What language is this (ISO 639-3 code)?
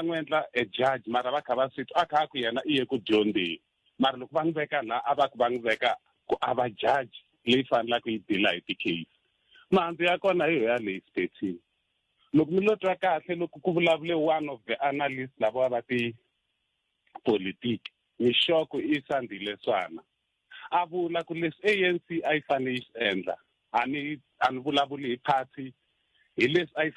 tso